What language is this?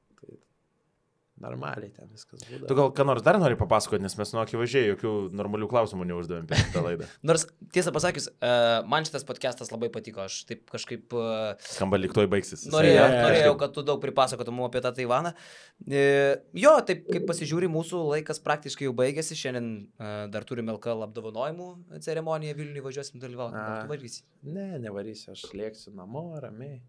Lithuanian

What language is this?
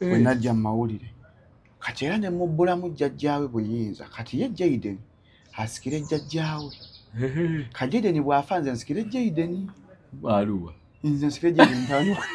Ganda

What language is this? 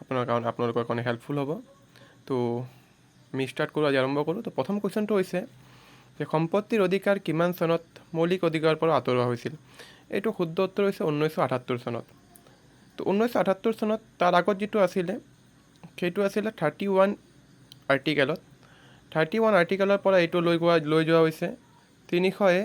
Assamese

